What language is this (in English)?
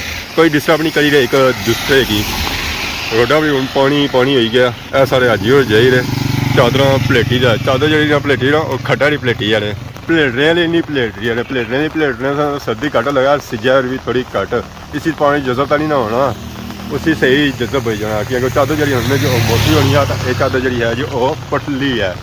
Pahari-Potwari